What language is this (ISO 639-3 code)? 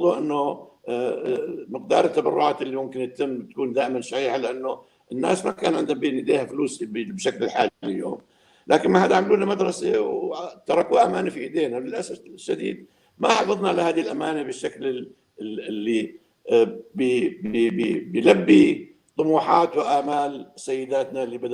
apc